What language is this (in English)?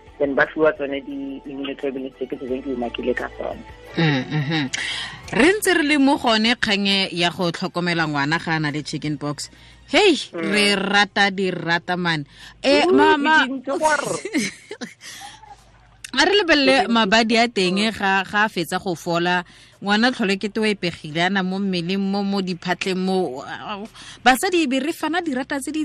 Tswana